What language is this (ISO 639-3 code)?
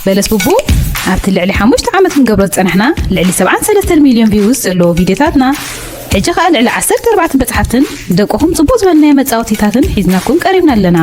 tir